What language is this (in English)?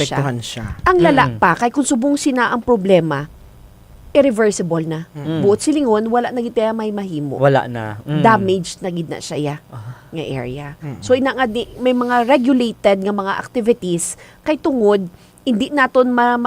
Hiligaynon